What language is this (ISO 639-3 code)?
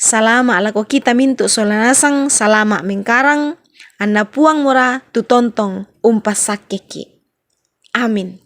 sda